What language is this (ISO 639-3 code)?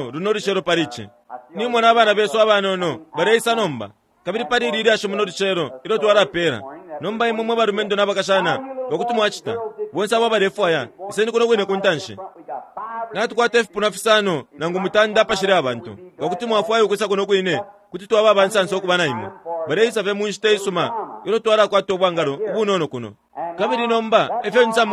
bem